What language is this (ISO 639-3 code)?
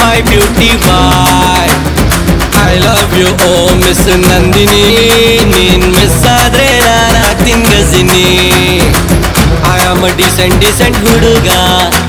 kan